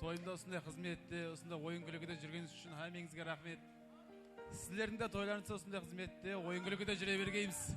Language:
Kara-Kalpak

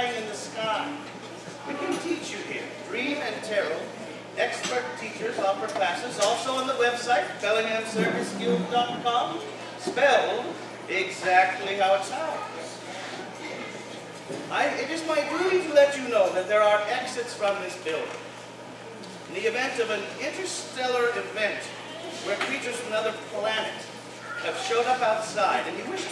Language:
English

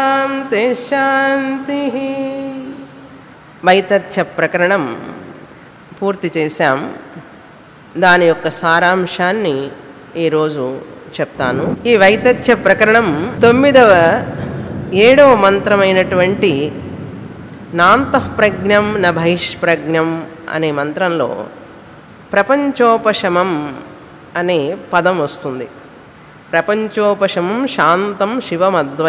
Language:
Telugu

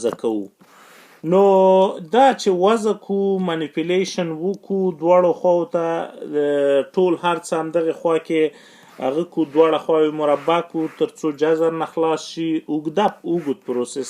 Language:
Pashto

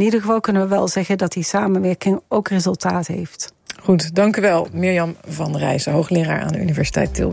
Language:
Dutch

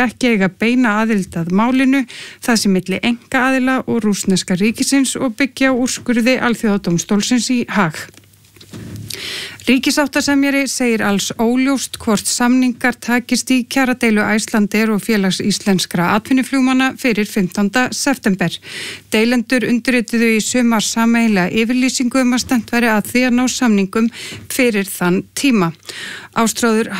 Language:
Icelandic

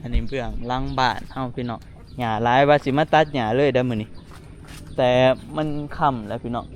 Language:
Northeastern Thai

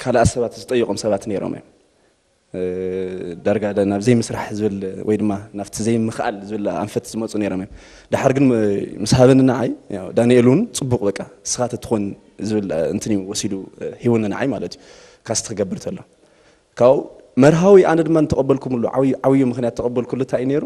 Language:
Tigrinya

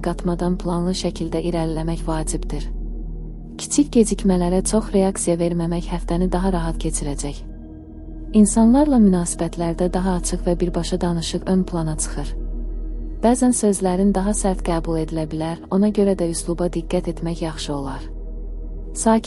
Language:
Azerbaijani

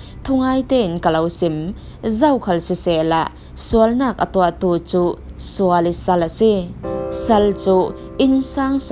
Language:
Falam Chin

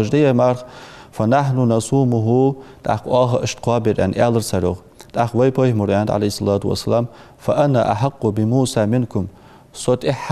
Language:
Ingush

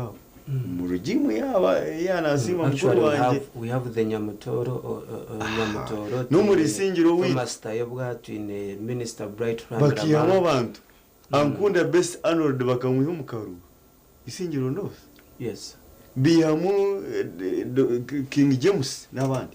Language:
Nyankole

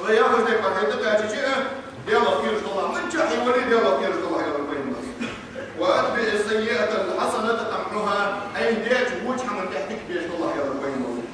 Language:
Ingush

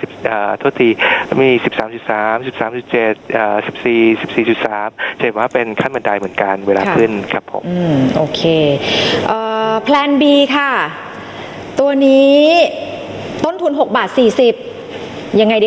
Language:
Thai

